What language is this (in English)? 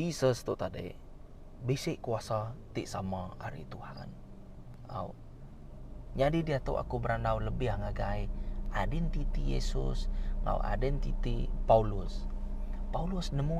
Iban